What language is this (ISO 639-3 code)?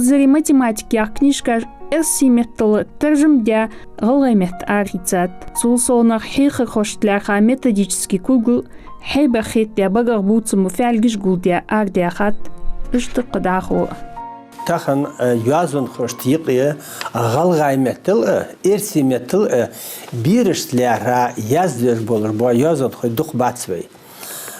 inh